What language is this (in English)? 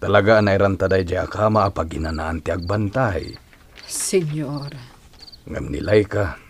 Iloko